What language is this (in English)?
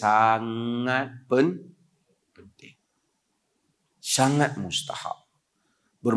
Malay